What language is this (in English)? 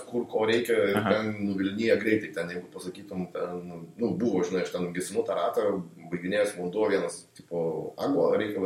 Lithuanian